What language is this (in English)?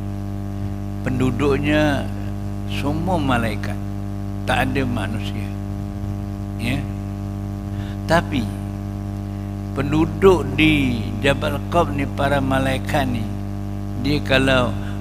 Malay